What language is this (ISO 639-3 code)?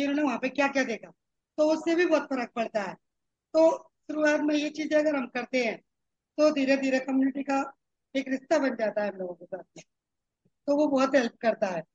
hin